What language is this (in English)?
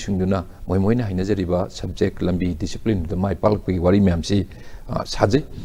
Manipuri